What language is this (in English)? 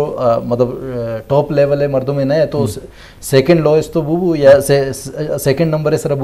Eastern Balochi